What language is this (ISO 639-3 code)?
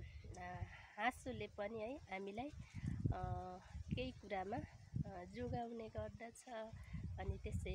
nep